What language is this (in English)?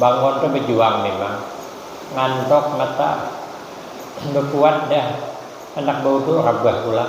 Banjar